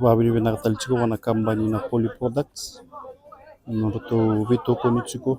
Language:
Fijian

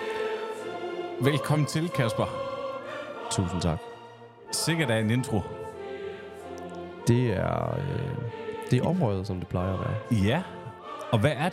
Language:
Danish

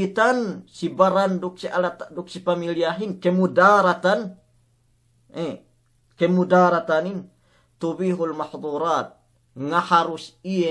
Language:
Yakan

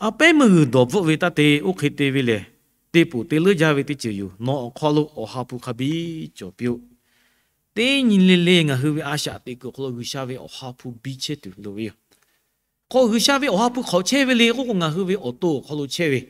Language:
Lahu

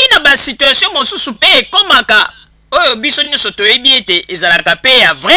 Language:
Lingala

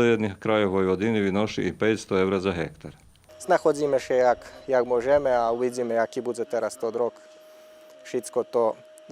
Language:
Rusyn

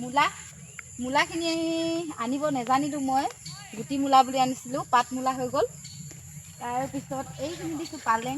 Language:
Assamese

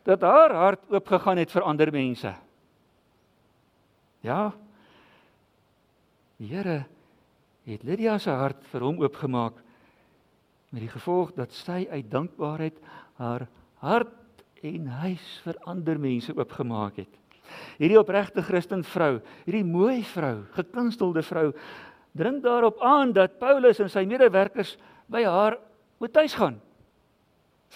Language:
Afrikaans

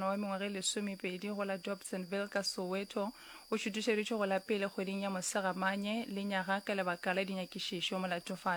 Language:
Northern Sotho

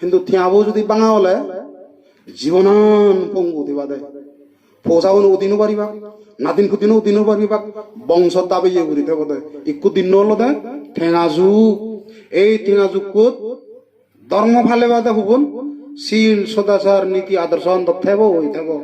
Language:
Chakma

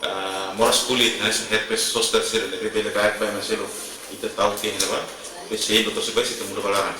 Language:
Tetum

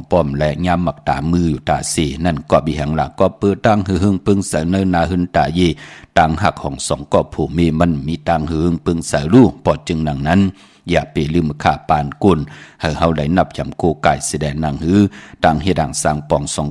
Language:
Shan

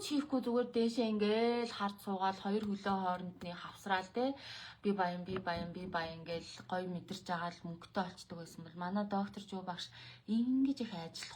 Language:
Mongolian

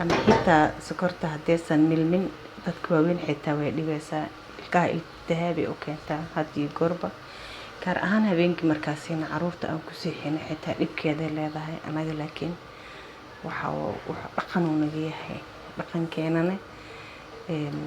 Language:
Somali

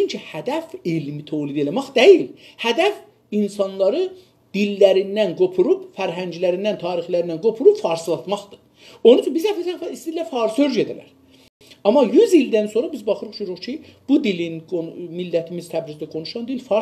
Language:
South Azerbaijani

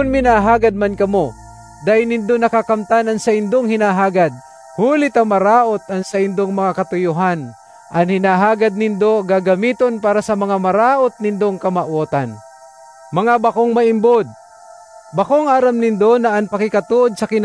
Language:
Bikol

